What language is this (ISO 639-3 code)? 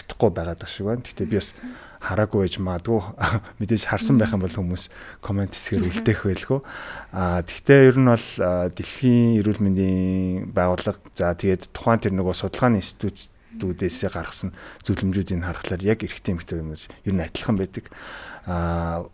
mon